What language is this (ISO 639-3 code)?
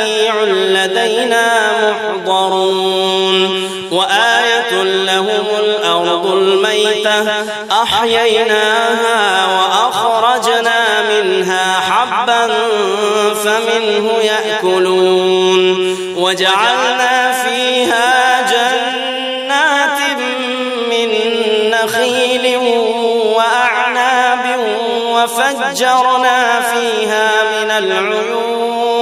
ara